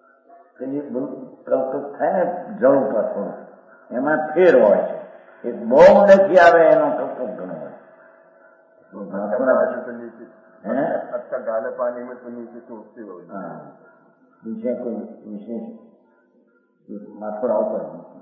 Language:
Gujarati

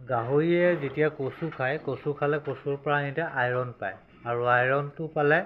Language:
Assamese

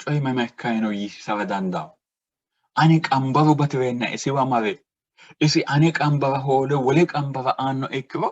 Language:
Sidamo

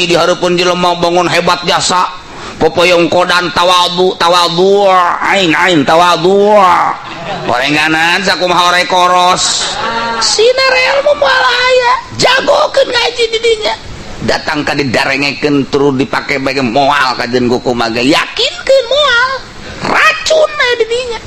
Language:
Sundanese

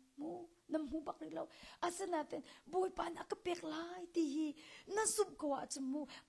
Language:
Hakha Chin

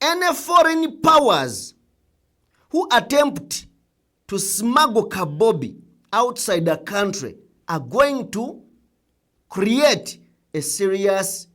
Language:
Ganda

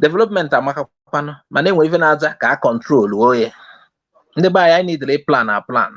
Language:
Igbo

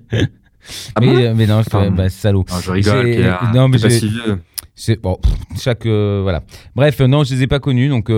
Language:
French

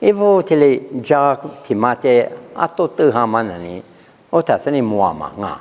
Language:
Lisu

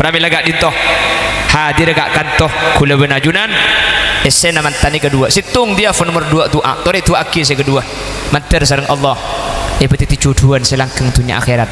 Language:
Madurese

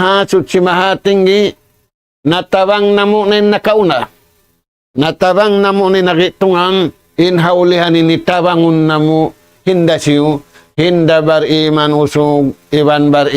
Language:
Tausug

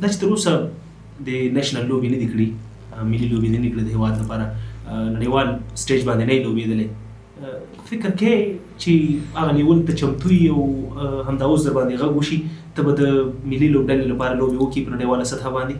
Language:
Pashto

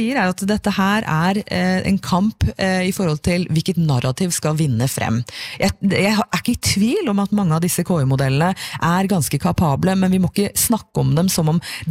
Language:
Norwegian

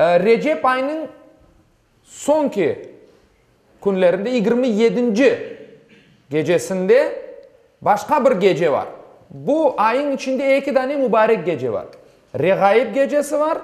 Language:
Crimean Tatar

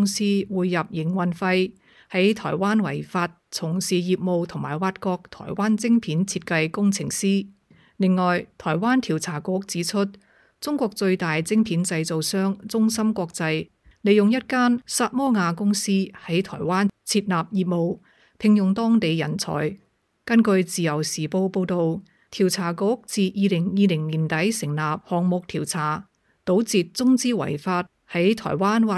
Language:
Cantonese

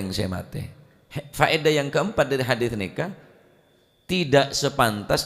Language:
Madurese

